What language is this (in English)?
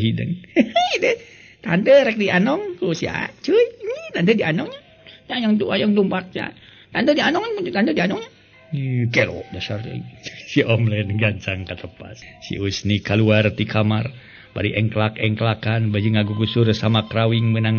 Sundanese